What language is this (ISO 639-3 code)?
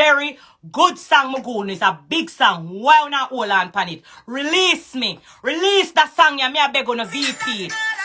jam